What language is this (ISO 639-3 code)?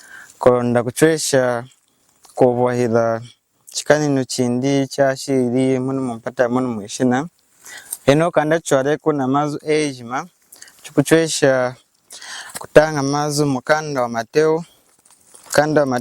lun